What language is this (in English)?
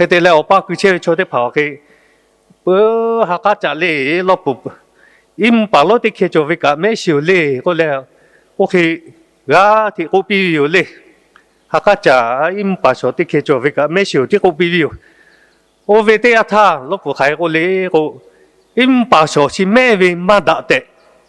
Lahu